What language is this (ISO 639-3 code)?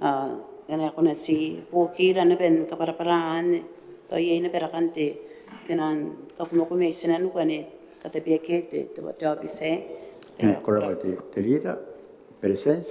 gil